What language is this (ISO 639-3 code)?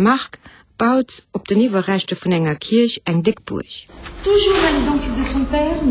ltz